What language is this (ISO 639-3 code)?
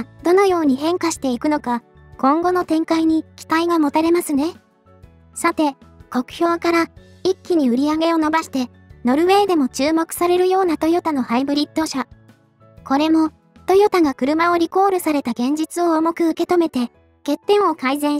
jpn